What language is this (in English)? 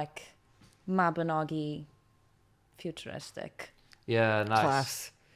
Welsh